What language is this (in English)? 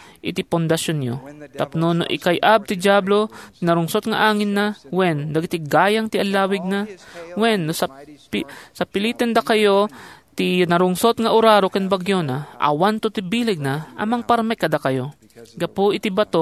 Iloko